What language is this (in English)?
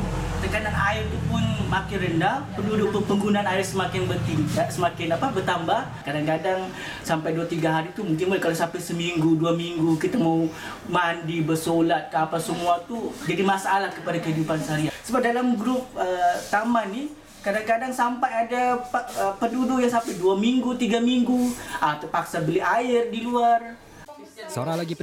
Malay